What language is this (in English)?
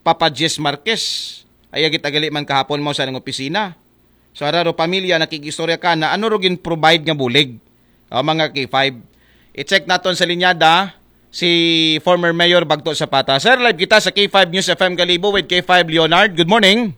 Aklanon